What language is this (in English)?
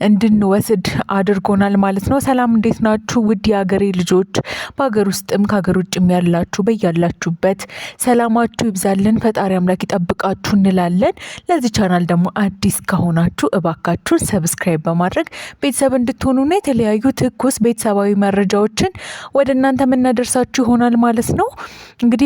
Amharic